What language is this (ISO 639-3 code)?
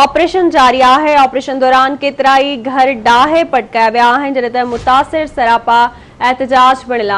snd